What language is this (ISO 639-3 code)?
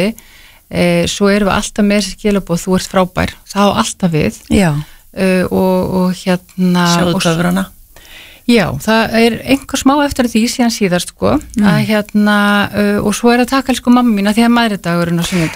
isl